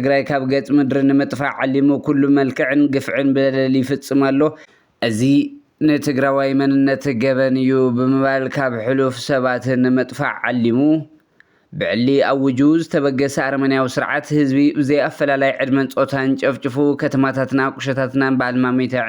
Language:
Tigrinya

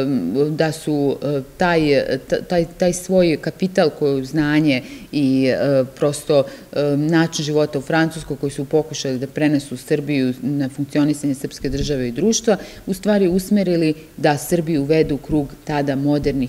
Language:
Serbian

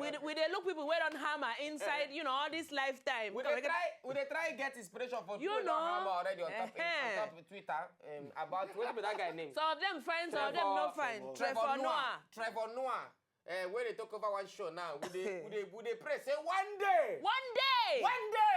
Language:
Nigerian Pidgin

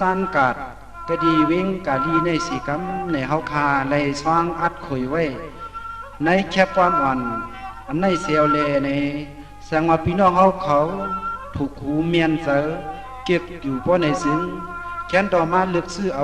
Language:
Shan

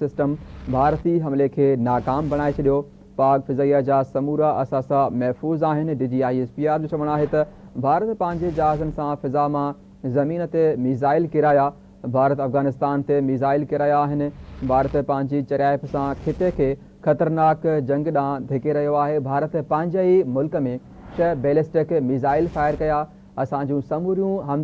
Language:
Sindhi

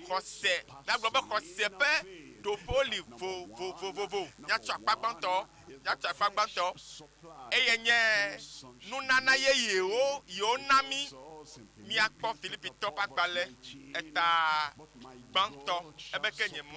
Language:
Ewe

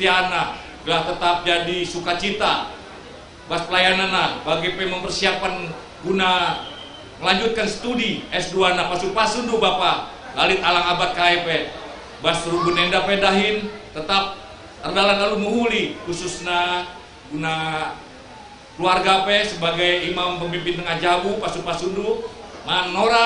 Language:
Batak Karo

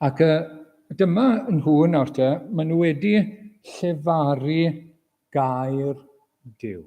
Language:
Welsh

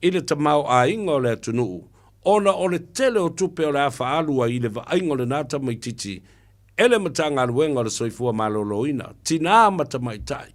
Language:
Samoan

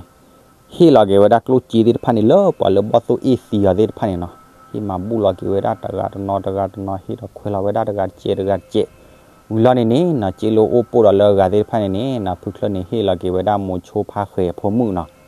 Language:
S'gaw Karen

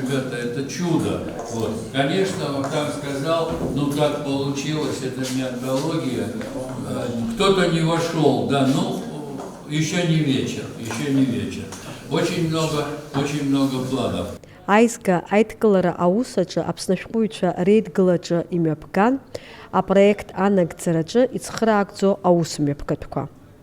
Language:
Abkhazian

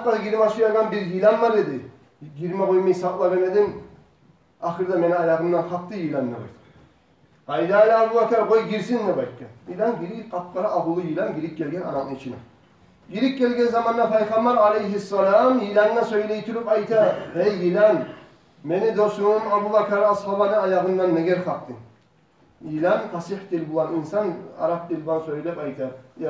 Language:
Kumyk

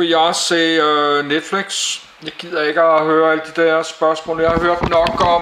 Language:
Danish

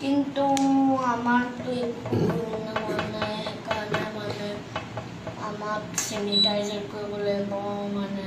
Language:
Assamese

